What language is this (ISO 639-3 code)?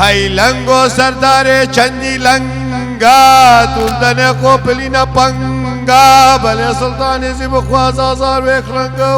kur